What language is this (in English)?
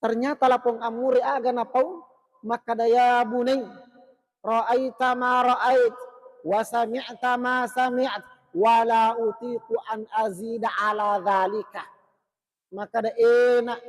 Buginese